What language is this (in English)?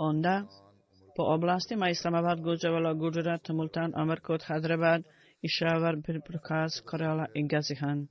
Bosnian